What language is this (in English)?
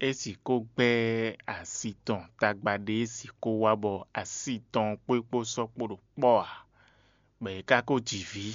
Fon